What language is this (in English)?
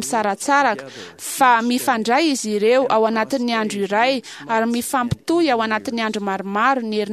Malagasy